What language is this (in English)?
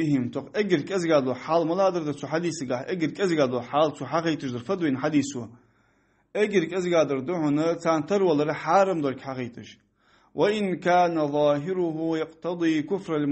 Ingush